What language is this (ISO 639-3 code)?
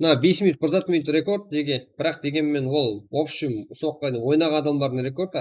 kaa